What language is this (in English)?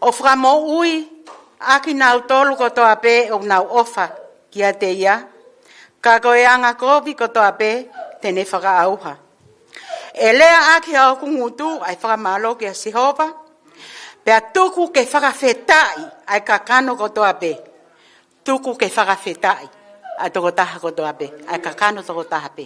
Tongan